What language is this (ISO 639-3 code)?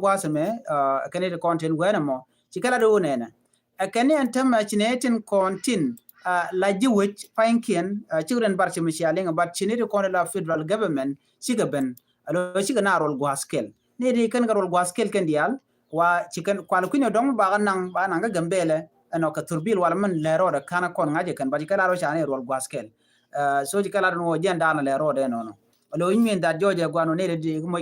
nus